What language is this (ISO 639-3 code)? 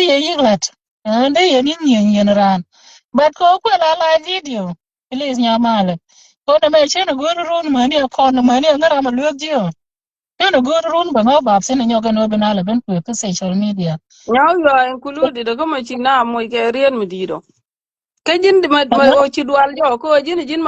nus